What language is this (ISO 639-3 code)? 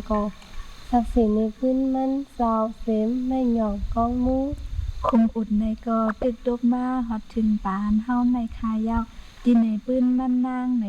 shn